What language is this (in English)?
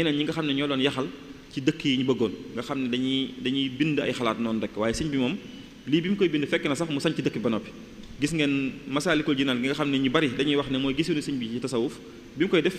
Wolof